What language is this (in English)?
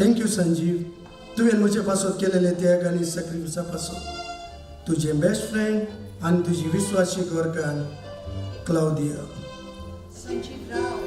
Konkani